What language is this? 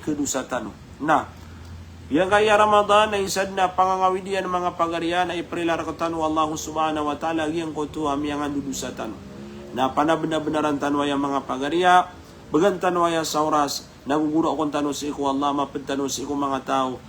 Maranao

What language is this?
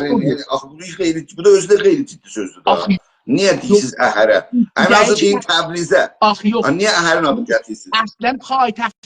South Azerbaijani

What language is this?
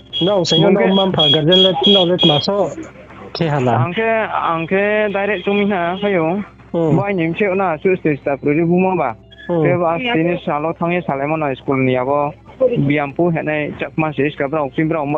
Riang (India)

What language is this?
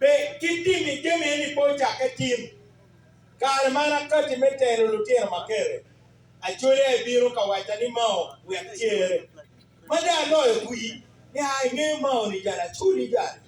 Acoli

